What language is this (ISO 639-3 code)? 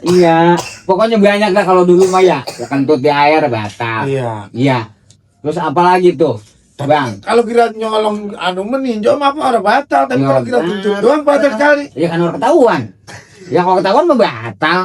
bew